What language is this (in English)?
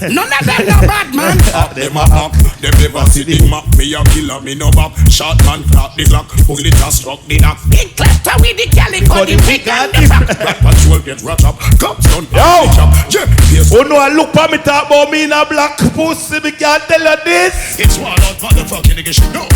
Jamaican Creole English